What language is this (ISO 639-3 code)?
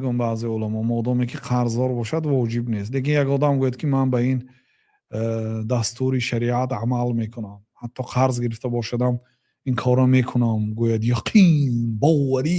tgk